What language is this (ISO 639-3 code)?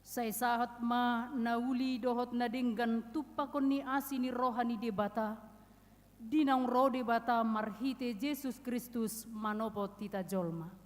bbc